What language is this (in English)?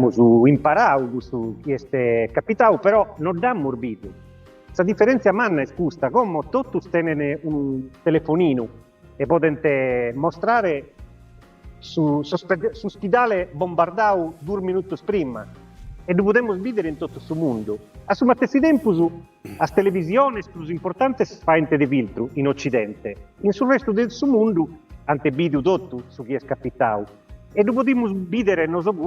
Sardinian